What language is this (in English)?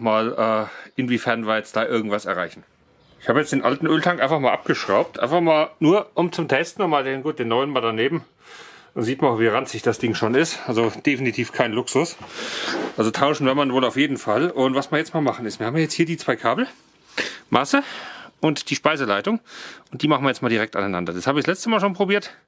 German